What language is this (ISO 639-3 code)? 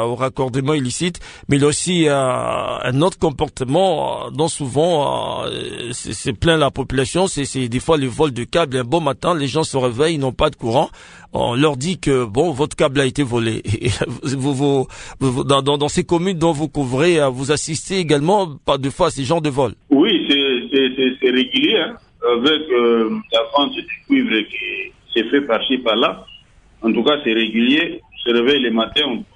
fra